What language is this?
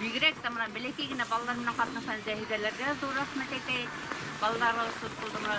Bashkir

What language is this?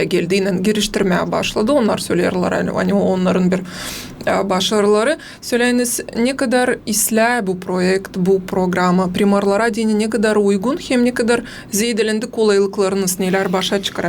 Gagauz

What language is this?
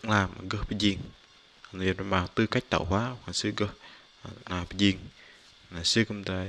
Bahnar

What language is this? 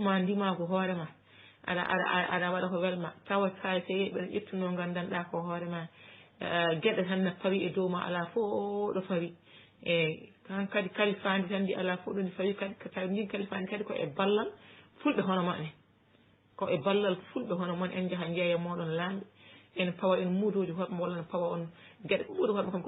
Fula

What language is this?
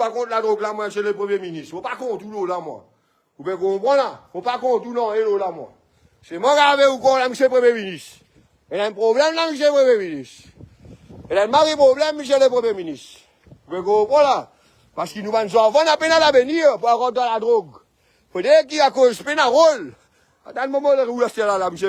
Morisyen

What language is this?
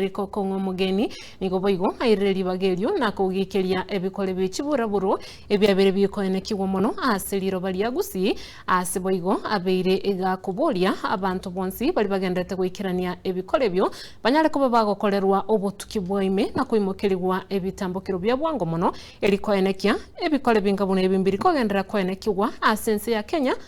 Gusii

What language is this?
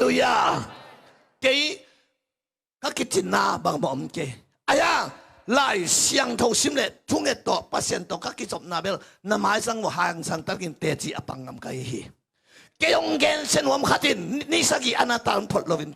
Tedim Chin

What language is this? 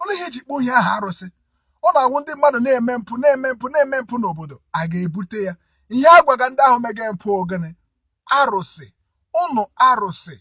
Igbo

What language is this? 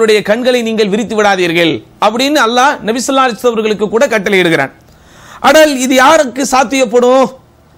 Tamil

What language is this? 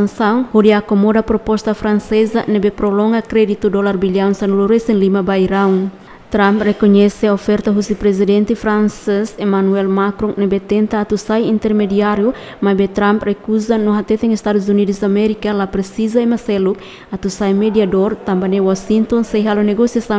Tetum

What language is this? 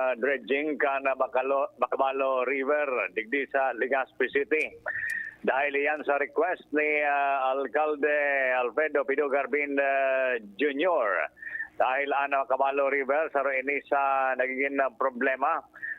Bikol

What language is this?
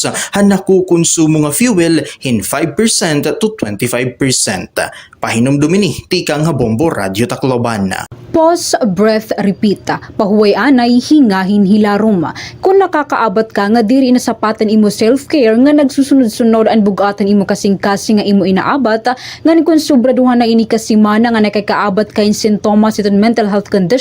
Waray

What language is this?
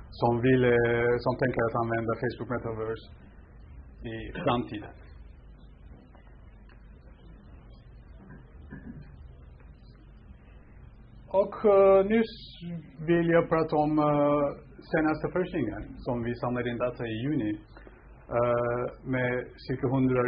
Swedish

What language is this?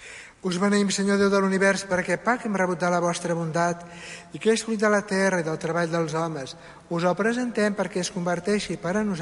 Catalan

